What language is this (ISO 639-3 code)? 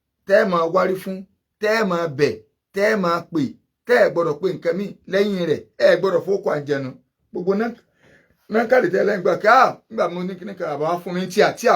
yor